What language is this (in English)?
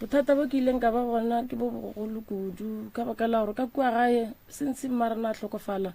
Northern Sotho